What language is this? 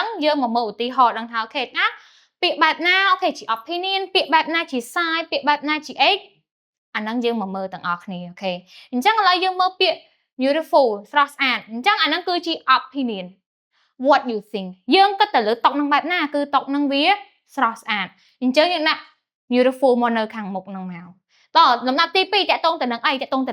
Khmer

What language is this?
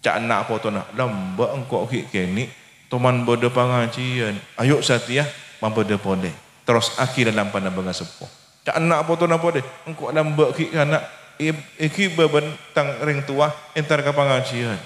Madurese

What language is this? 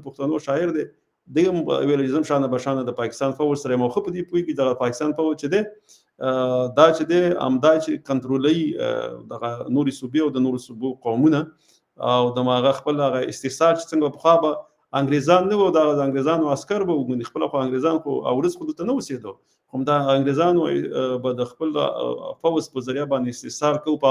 Pashto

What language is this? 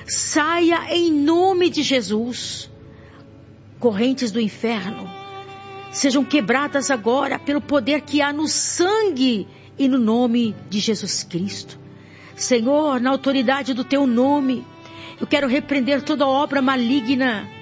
Portuguese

